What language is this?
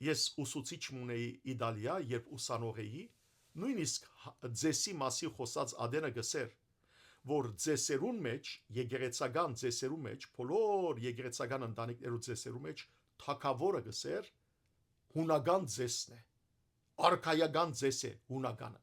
Western Armenian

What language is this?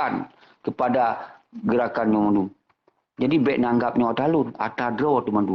Achinese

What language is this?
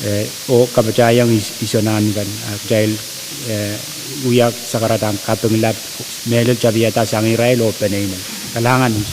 Pohnpeian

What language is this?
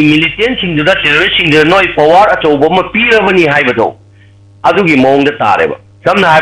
Manipuri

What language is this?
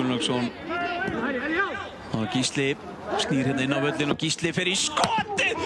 Icelandic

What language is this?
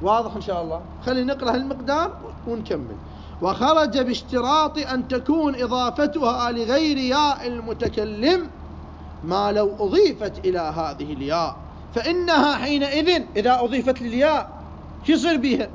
Mesopotamian Arabic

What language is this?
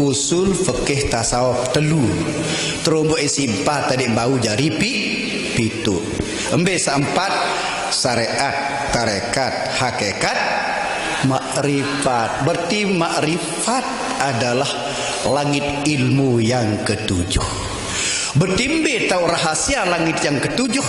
Sasak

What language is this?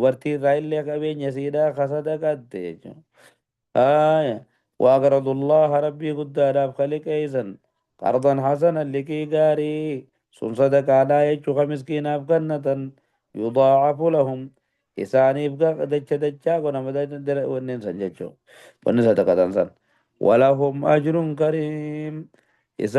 Oromo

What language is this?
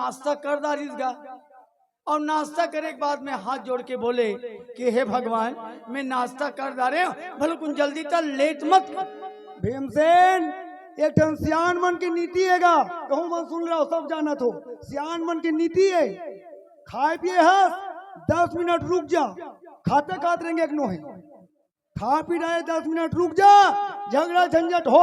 Chhattisgarhi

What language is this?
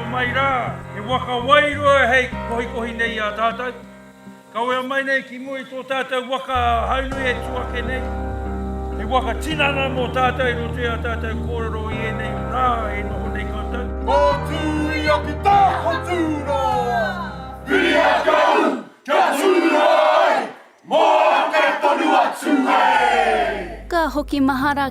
Māori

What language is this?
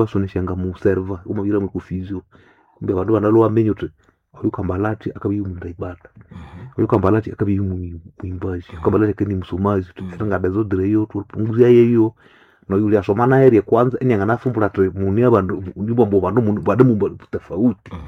Swahili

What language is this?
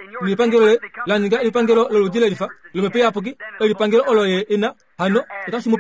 Kuanyama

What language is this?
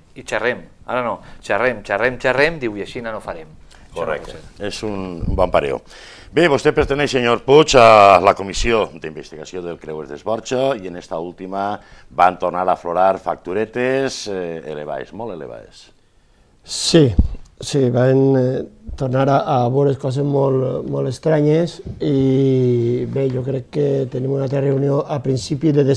Catalan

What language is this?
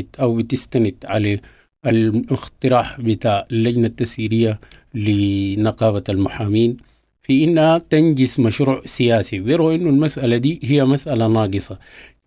Sudanese Arabic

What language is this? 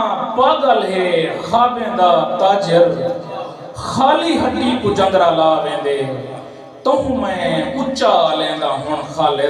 Saraiki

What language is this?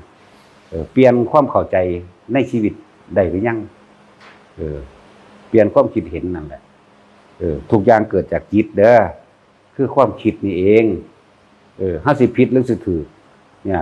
Northeastern Thai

